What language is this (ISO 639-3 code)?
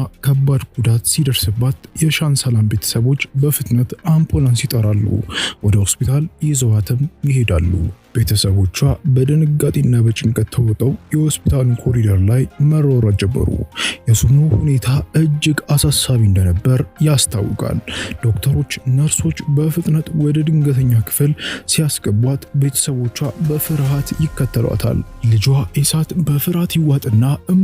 amh